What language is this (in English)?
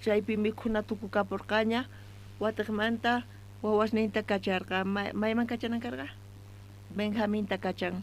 South Bolivian Quechua